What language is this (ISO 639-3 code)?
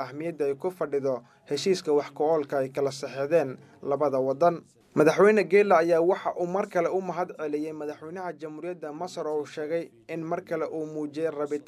som